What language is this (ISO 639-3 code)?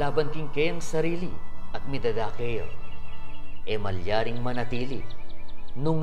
pam